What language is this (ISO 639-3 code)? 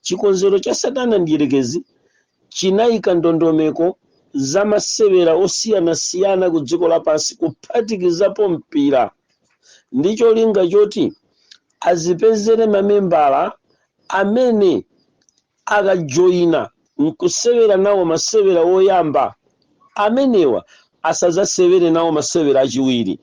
nya